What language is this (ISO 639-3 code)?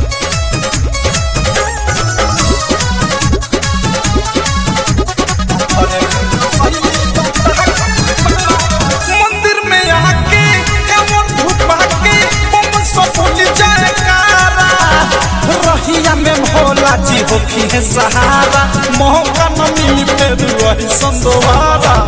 bho